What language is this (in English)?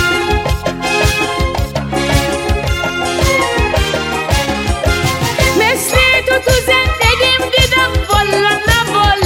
Persian